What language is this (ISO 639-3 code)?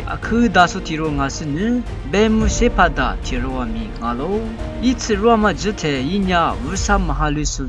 lis